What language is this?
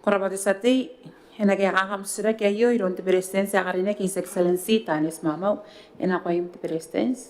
Gilbertese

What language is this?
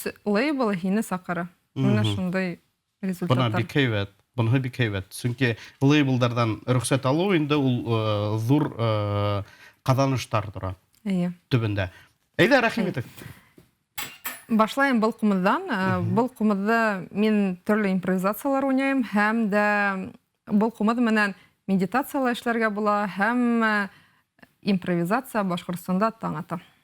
Bashkir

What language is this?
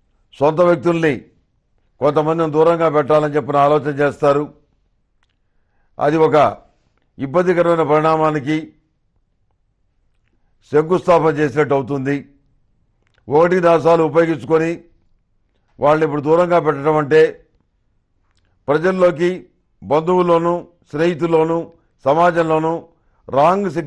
Telugu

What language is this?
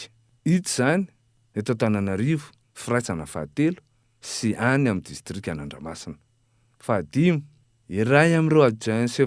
Malagasy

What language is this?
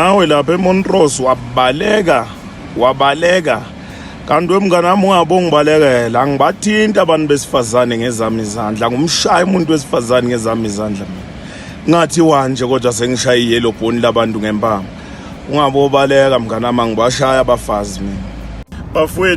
Zulu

